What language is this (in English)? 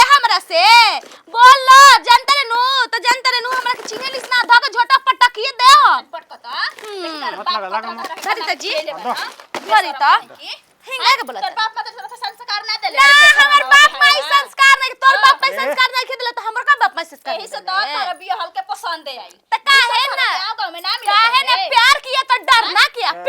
Bhojpuri